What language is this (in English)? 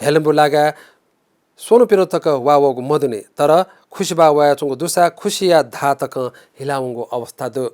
Newari